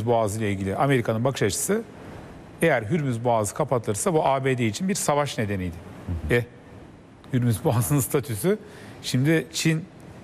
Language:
Turkish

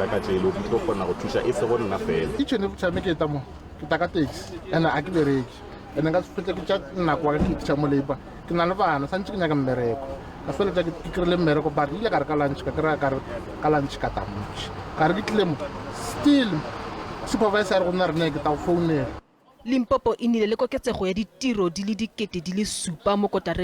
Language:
Tswana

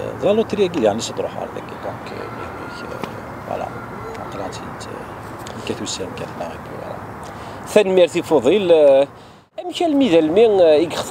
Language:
Kabyle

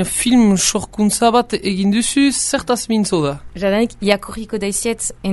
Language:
Basque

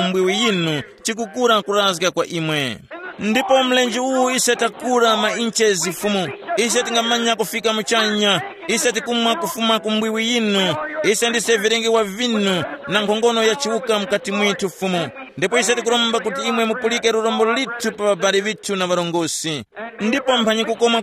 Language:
Tumbuka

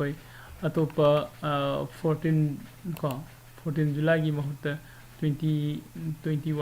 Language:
Manipuri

